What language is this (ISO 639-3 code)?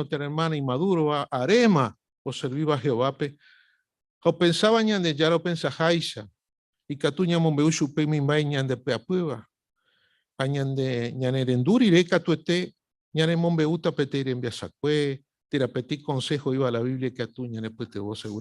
grn